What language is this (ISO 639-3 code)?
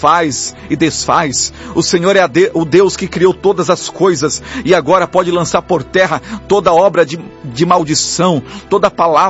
por